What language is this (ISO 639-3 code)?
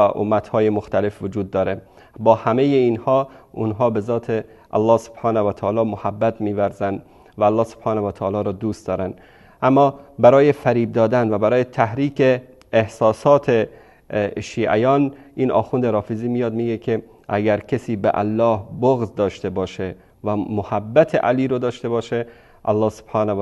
fas